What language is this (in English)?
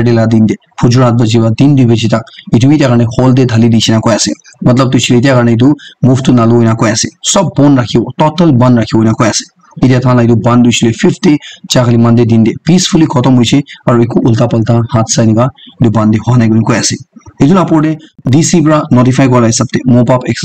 Naga Pidgin